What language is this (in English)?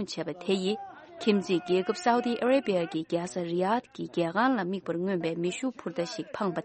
Tibetan